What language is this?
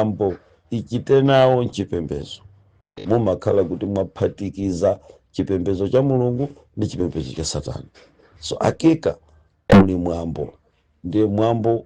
Nyanja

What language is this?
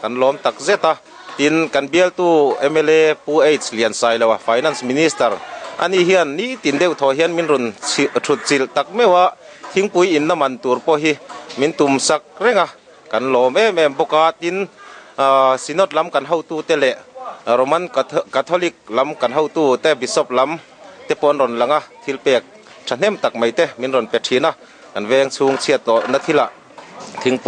Mizo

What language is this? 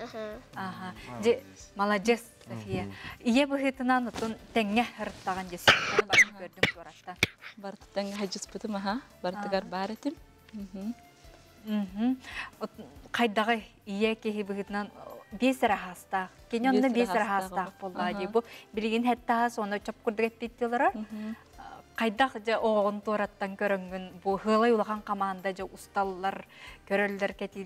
Yakut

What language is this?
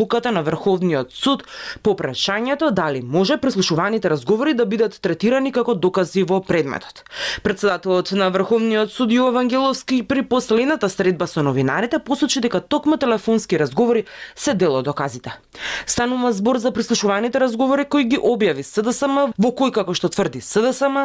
Macedonian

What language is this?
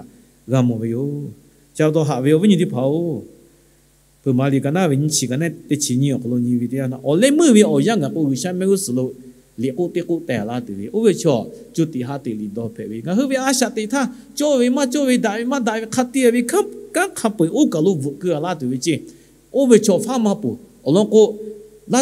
Lahu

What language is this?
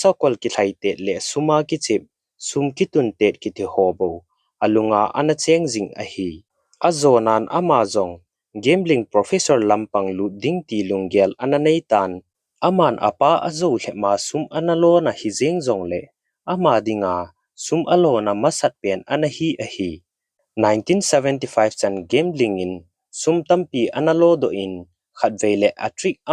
Thado Chin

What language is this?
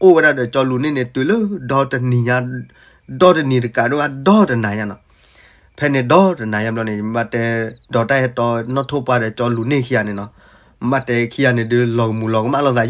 S'gaw Karen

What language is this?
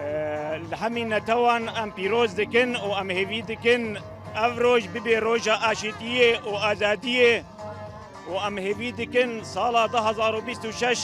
Kurdish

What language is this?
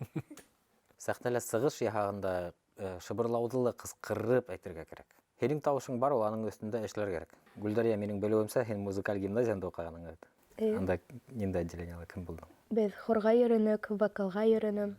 Bashkir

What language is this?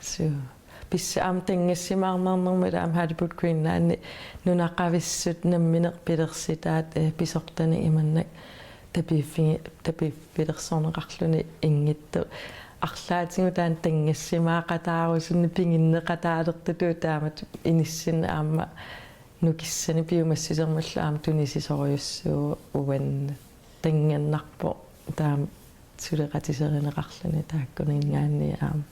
Kalaallisut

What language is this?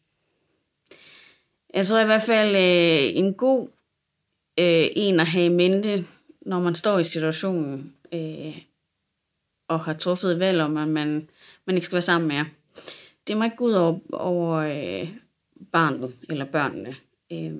Danish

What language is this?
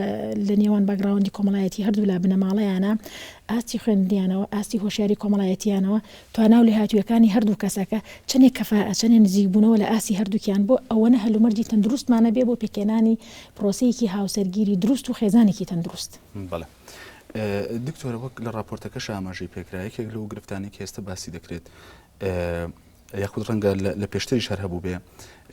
Central Kurdish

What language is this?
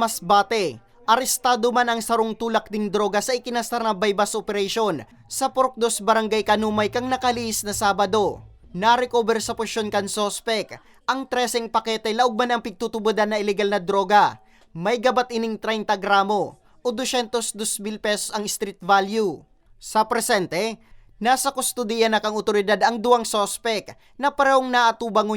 Bikol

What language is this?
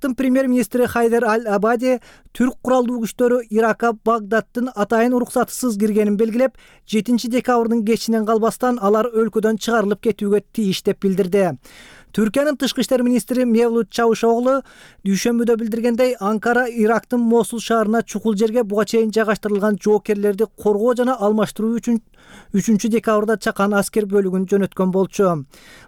Kyrgyz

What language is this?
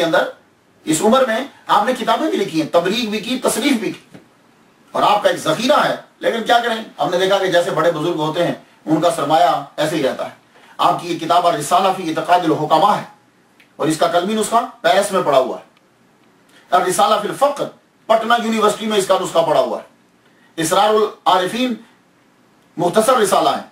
Urdu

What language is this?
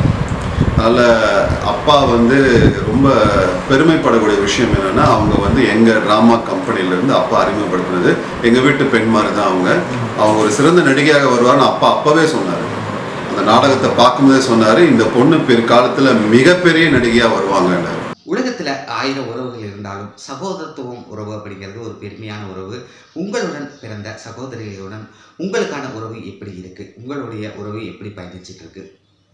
Tamil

